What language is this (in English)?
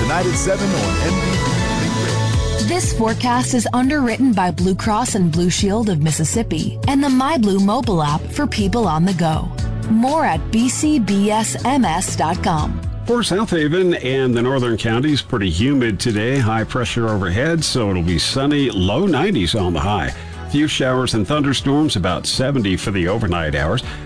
English